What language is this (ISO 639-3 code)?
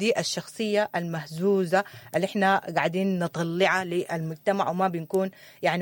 apd